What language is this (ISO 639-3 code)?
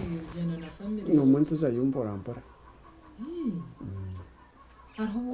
nyn